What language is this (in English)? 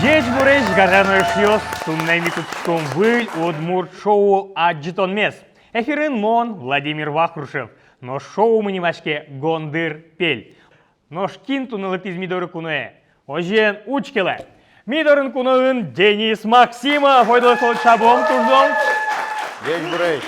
Udmurt